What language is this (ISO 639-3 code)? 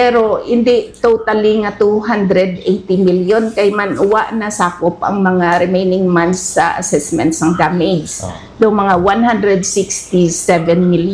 hil